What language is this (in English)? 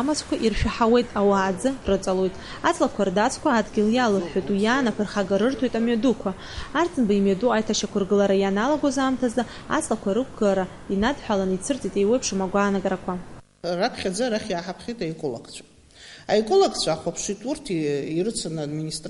Abkhazian